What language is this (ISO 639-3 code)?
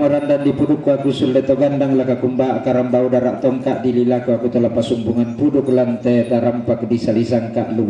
sda